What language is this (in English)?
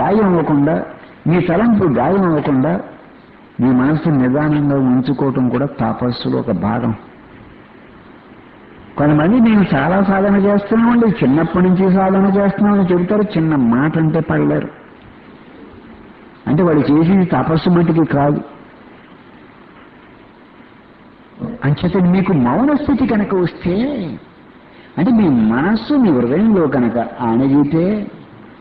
Telugu